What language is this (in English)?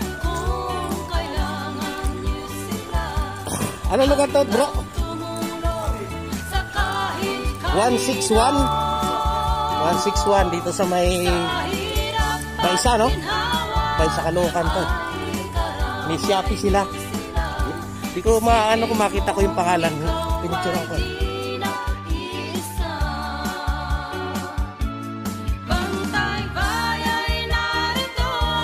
Filipino